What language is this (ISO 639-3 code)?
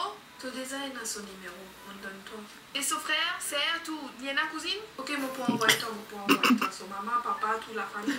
mfe